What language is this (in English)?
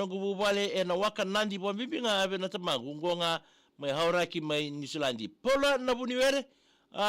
Fijian